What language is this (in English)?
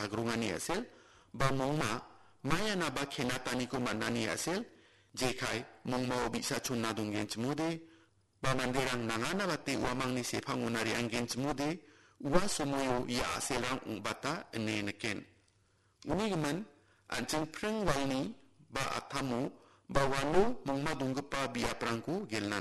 Garo